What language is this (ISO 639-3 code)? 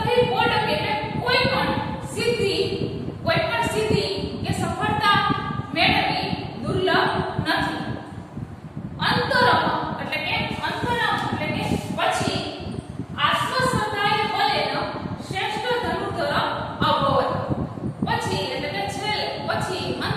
guj